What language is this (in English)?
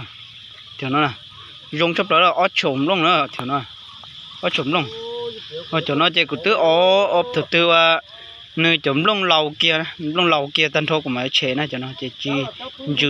Hmong